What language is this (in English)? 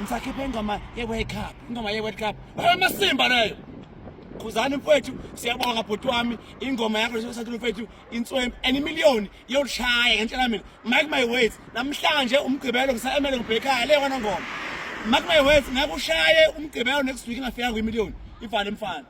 Zulu